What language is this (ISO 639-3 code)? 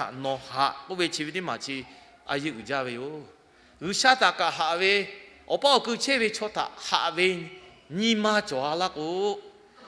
lhu